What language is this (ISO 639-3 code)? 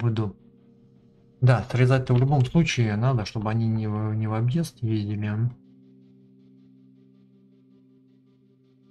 rus